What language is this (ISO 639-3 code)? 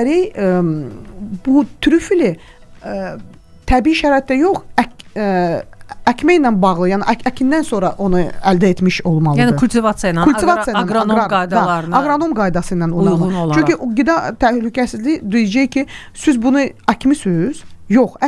aze